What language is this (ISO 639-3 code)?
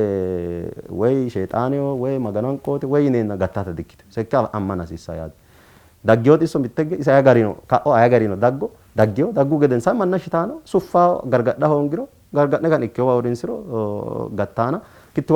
sid